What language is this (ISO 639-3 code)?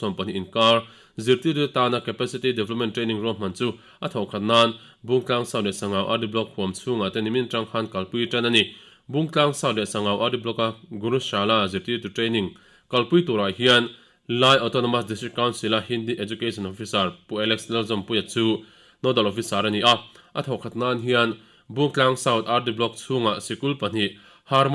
lus